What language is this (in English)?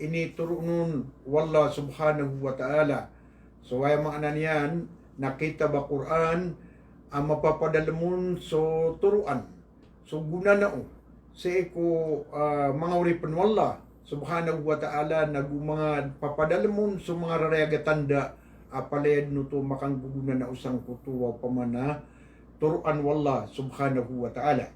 Maranao